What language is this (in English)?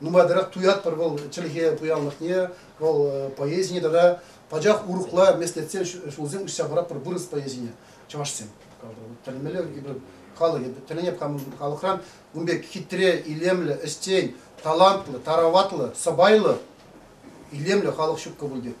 Chuvash